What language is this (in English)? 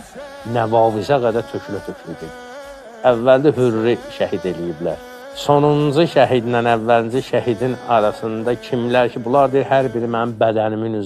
Azerbaijani